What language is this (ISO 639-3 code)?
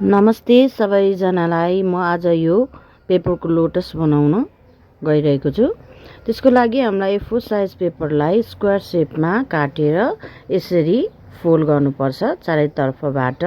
nep